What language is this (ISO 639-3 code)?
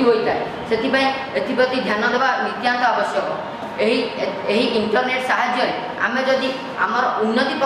ori